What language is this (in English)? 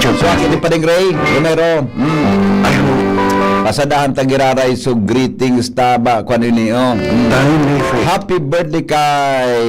Bikol